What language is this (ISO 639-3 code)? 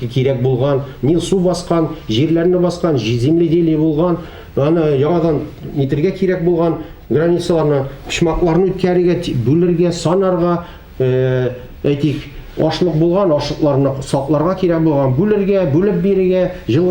tat